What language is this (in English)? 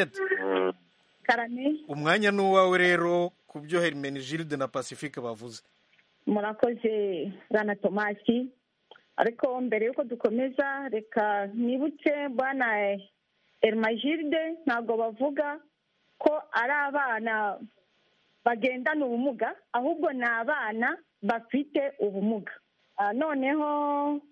Kinyarwanda